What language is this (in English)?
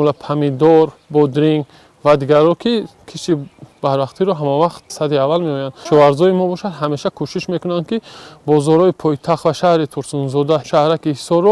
Tajik